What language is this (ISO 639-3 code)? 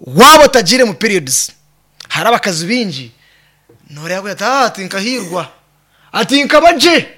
nyn